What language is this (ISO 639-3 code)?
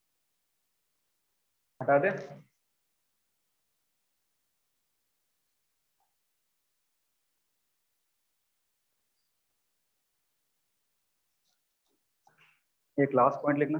hin